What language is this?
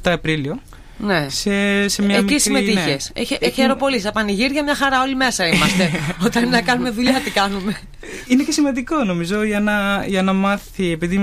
Greek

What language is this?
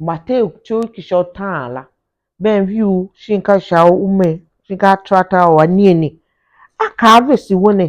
Tiv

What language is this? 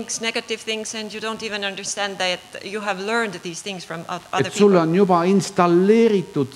Estonian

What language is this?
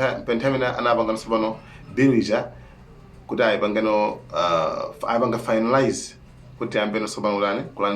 Nyanja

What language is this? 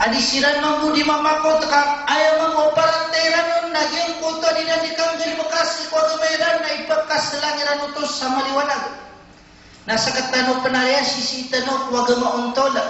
Maranao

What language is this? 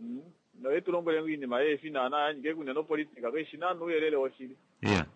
Kuanyama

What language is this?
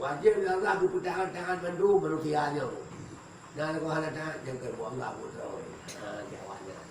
Achinese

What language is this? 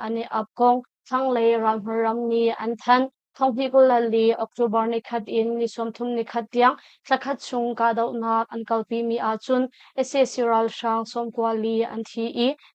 Hakha Chin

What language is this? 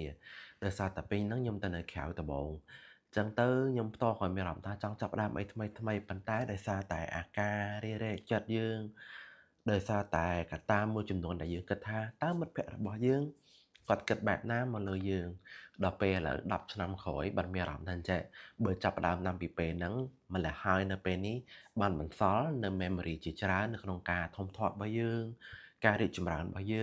Khmer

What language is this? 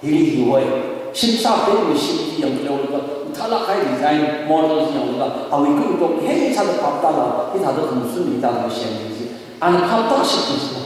Tangkhul Naga (India)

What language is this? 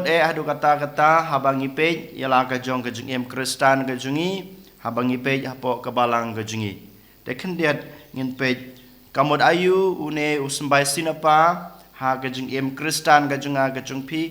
Khasi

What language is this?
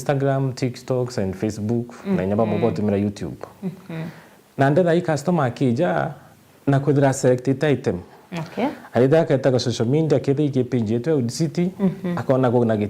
Meru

